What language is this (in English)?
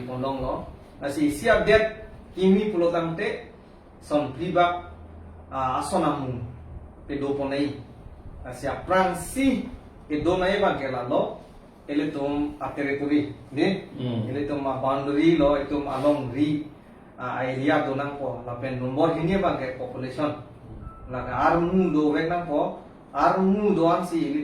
Karbi